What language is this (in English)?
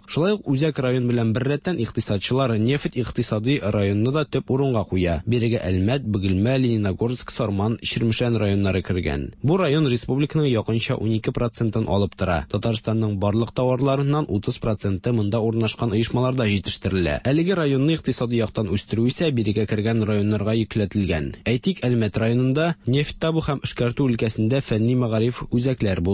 Tatar